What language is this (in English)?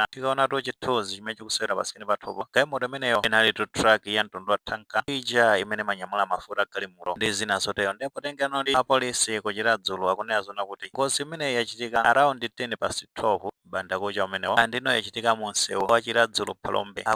Nyanja